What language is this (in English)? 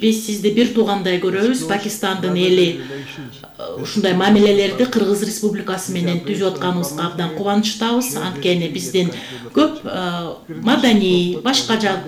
Kyrgyz